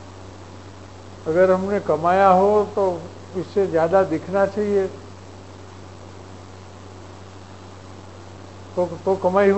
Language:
Hindi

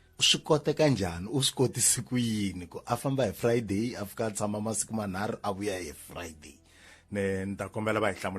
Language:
Tsonga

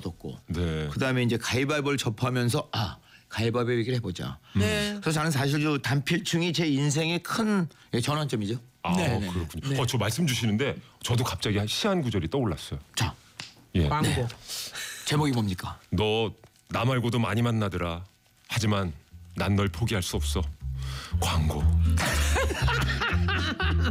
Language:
Korean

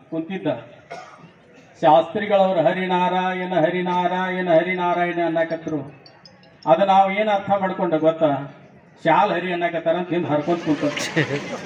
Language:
Kannada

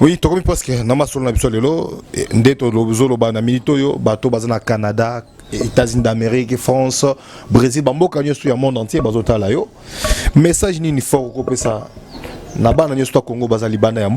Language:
Lingala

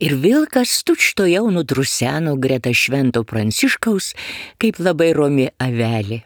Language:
Lithuanian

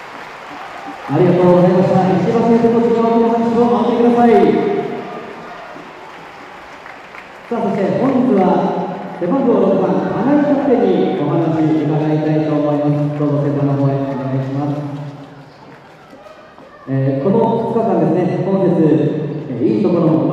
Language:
Japanese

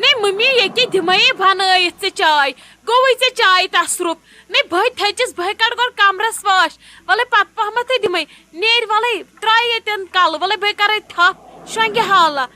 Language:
Kashmiri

